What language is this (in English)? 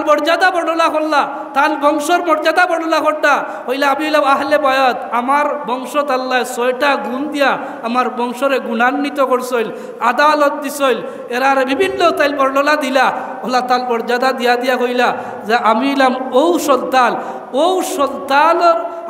Sylheti